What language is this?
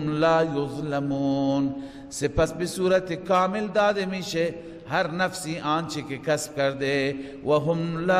Persian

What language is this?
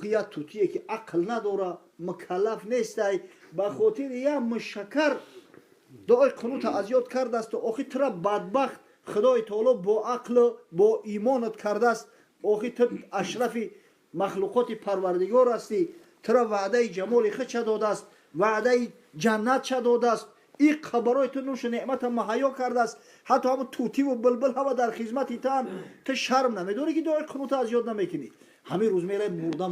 Tajik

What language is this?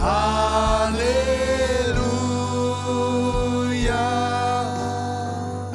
Marshallese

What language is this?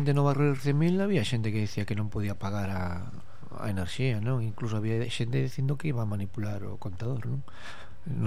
Galician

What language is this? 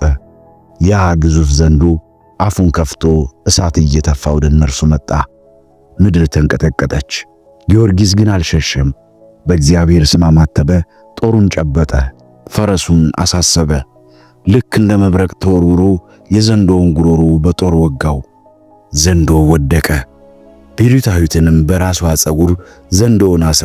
Amharic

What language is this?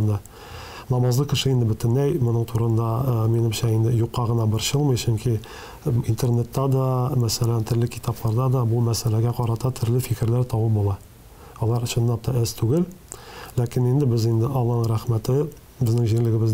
Tatar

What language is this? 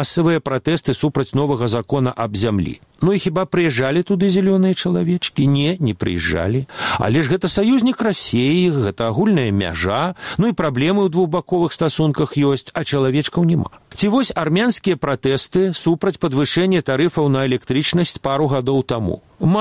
Belarusian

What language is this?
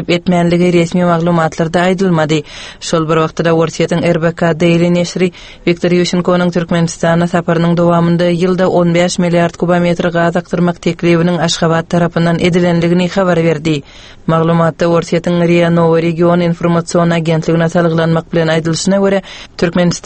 Turkmen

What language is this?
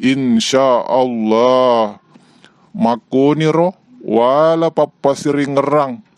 Buginese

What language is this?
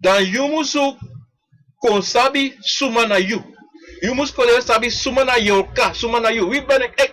Sranan Tongo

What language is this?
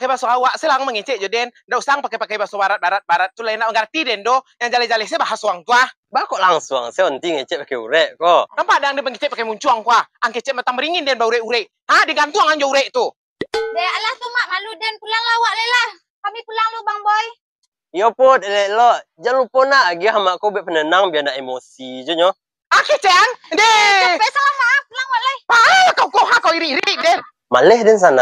Minangkabau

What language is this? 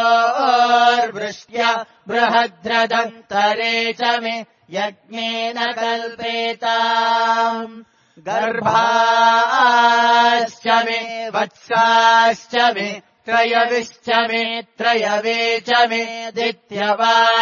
Sanskrit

